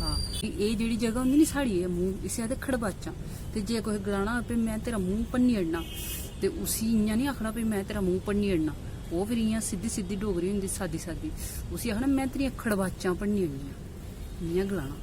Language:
Dogri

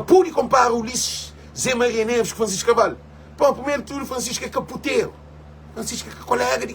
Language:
Kabuverdianu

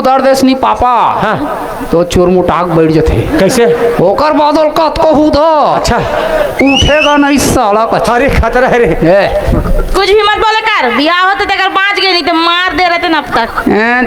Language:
Chhattisgarhi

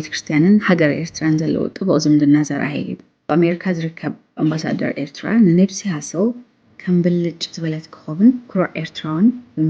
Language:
Tigrinya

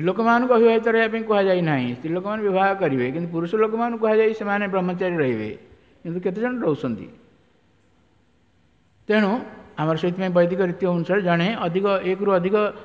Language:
Odia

